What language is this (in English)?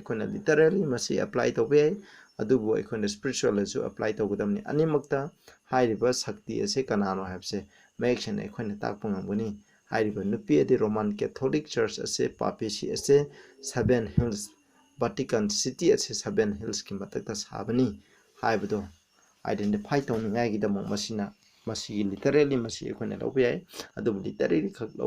Manipuri